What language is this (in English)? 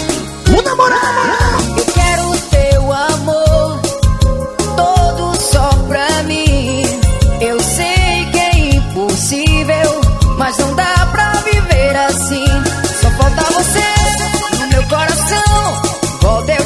Portuguese